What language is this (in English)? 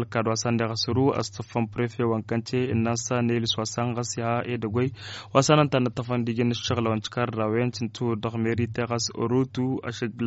Tamasheq